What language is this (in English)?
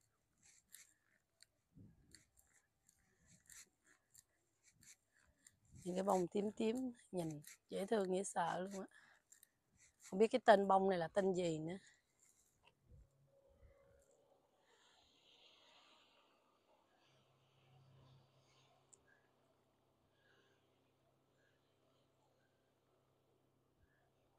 Vietnamese